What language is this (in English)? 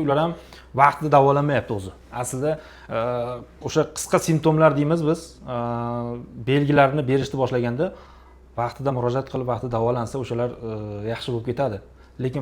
Uzbek